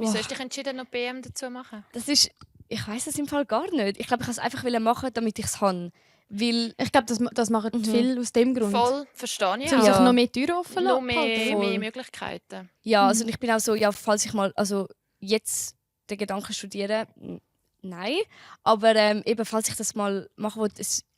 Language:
Swiss German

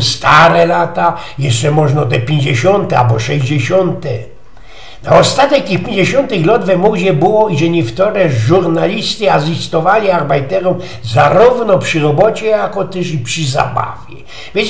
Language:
Silesian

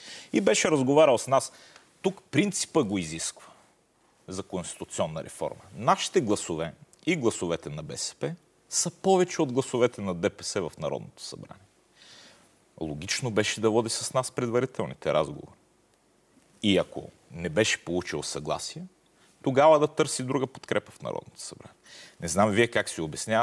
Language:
Bulgarian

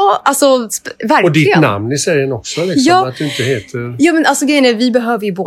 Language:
Swedish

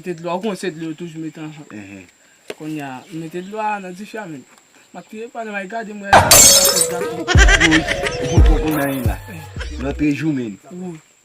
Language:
Haitian Creole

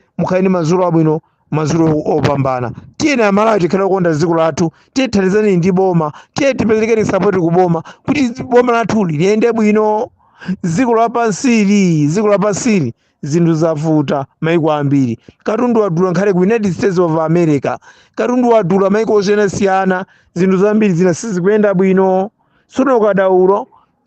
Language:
Nyanja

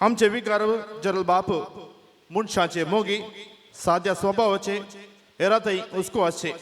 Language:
Konkani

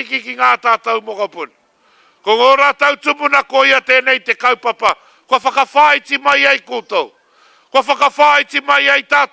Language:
Māori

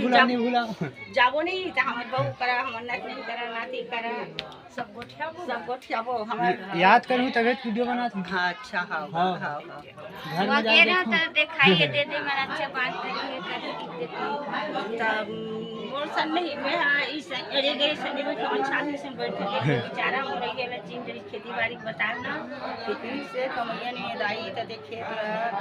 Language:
Chhattisgarhi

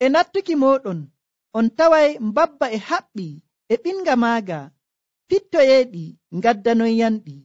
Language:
Nigerian Fulfulde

